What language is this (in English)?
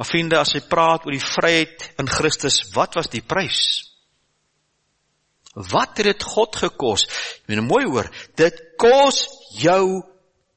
Afrikaans